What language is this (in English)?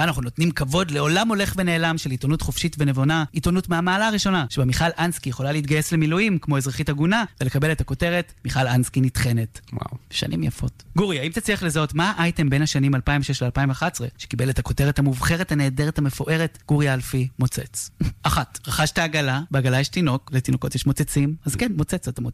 Hebrew